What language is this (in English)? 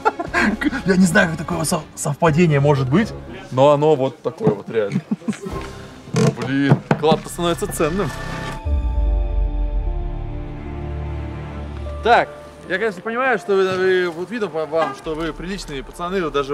Russian